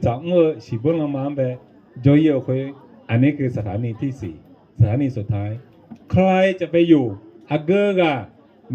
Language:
Akha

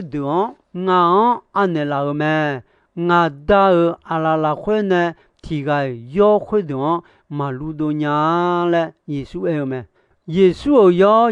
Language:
Akha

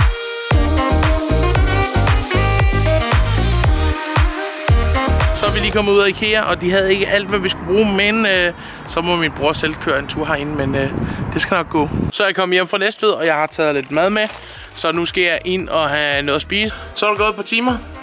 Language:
Danish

